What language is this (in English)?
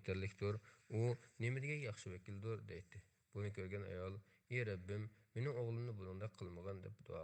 Uyghur